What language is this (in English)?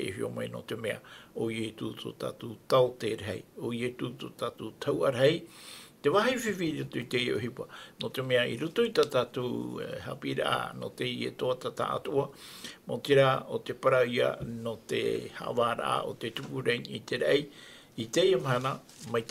Tahitian